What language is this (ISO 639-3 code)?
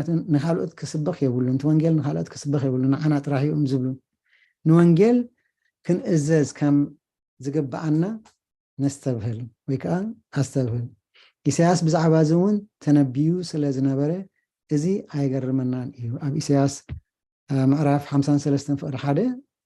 tir